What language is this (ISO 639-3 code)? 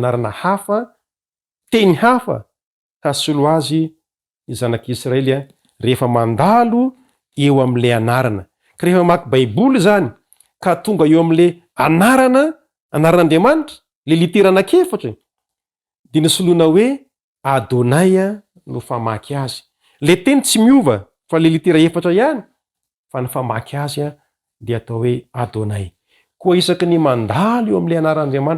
mlg